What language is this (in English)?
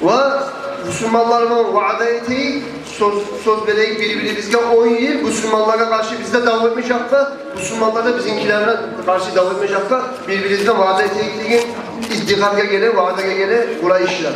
Kumyk